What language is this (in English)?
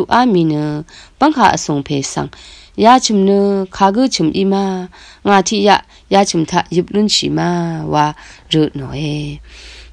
Rawang